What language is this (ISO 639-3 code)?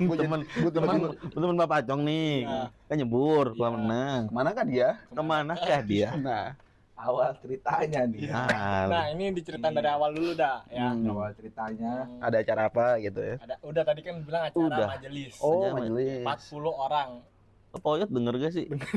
bew